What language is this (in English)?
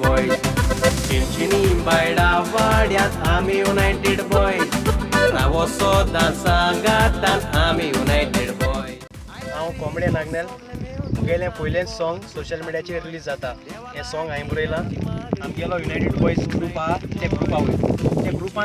Konkani